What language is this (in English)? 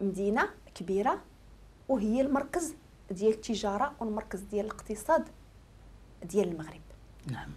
Moroccan Arabic